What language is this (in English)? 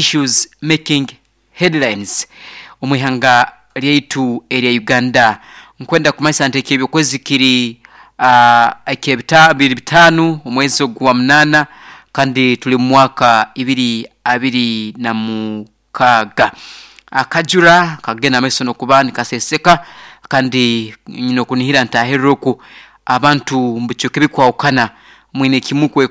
Nyoro